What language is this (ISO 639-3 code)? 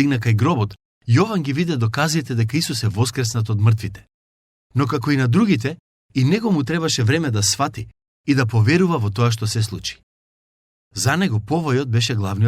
mkd